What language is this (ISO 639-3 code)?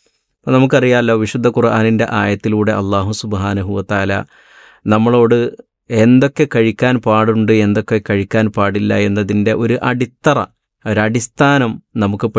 mal